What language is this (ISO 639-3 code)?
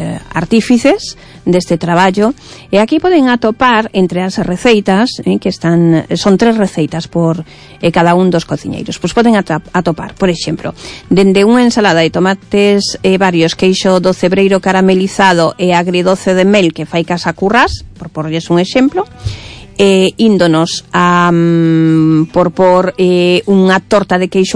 glg